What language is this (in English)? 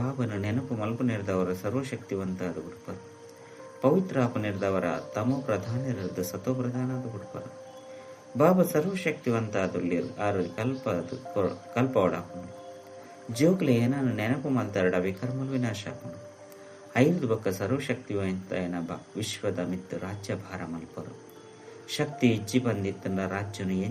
Tulu